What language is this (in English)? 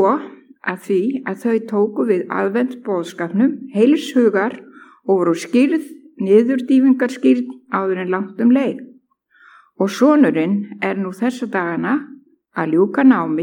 Icelandic